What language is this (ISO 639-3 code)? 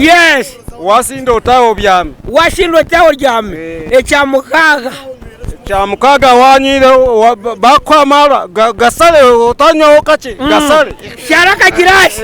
nyn